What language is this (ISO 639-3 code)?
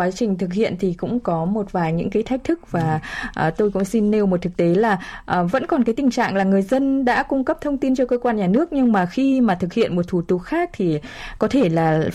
vie